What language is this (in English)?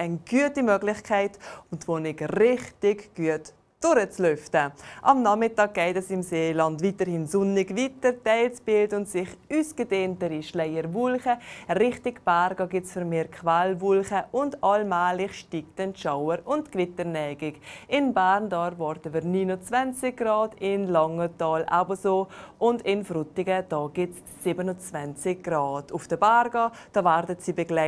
Swiss German